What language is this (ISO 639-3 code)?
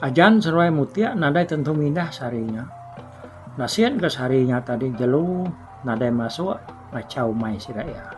iba